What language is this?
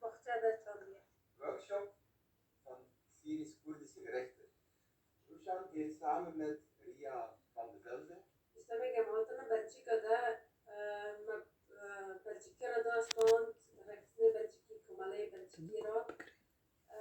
Kurdish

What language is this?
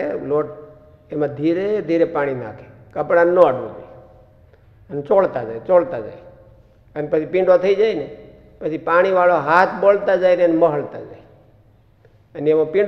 Gujarati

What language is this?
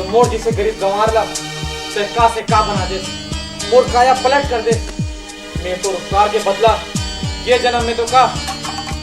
Chhattisgarhi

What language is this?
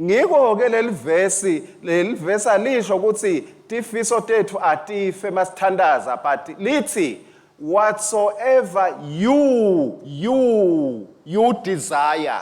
Swati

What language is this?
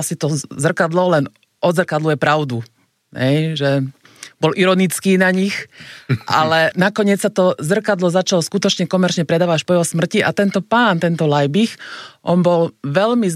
Slovak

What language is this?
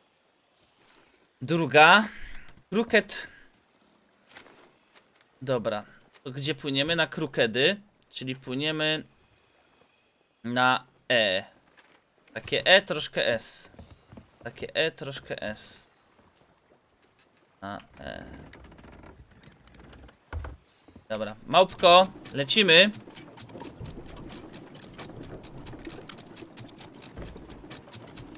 Polish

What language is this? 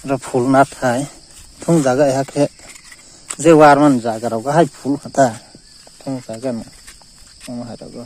Kok Borok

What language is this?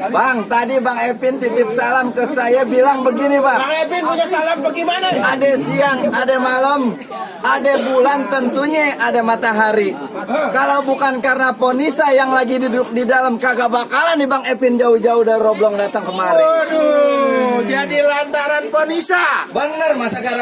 Betawi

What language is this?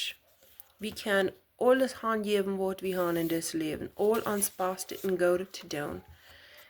Plautdietsch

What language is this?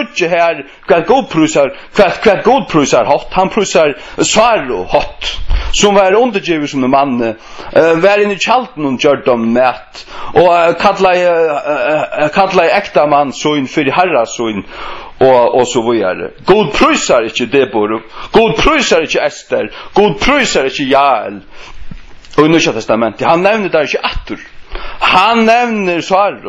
Faroese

